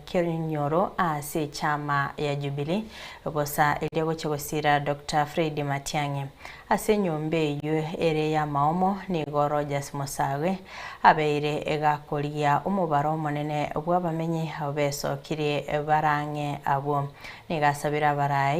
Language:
Gusii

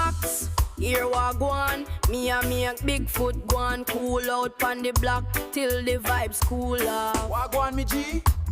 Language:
Jamaican Creole English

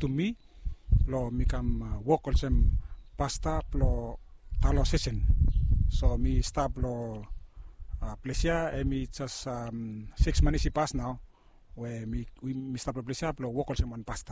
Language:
Bislama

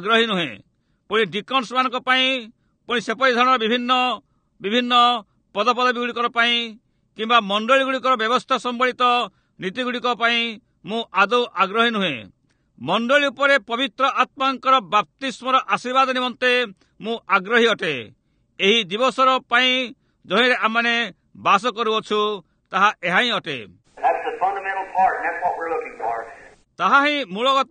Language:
Odia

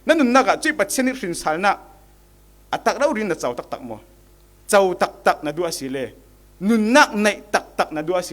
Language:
Falam Chin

